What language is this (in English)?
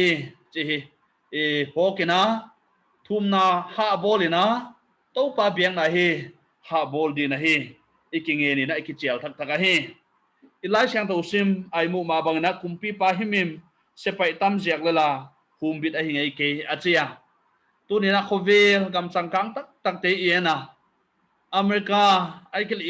Paite Chin